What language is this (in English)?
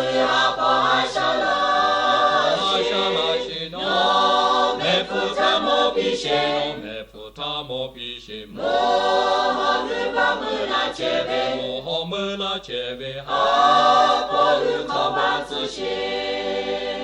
Lahu